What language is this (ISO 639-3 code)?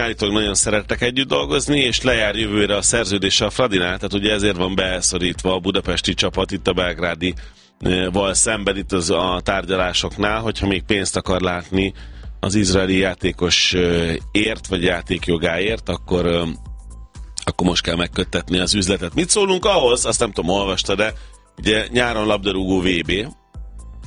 hun